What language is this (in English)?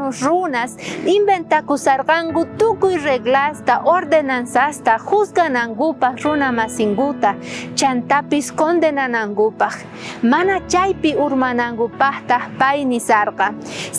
South Bolivian Quechua